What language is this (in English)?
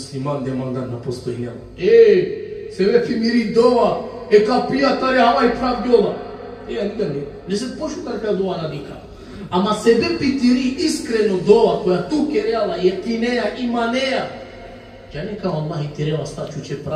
Balkan Romani